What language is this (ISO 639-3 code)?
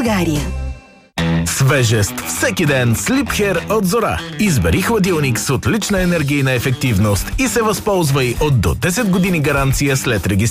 bul